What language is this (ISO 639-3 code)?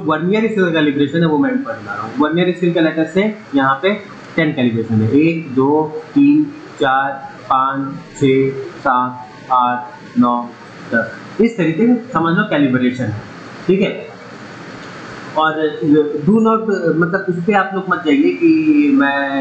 hin